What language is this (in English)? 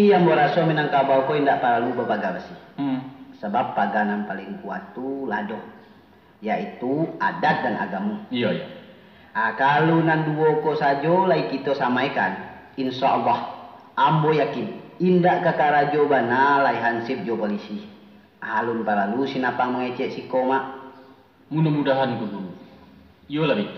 Minangkabau